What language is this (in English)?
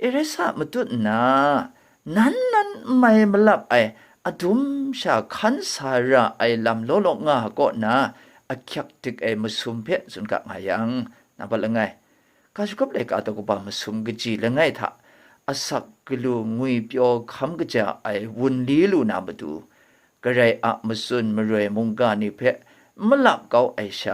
Kachin